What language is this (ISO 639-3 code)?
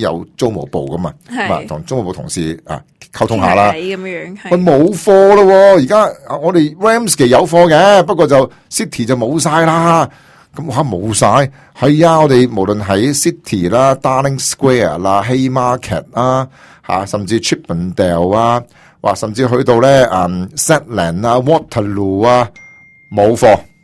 yue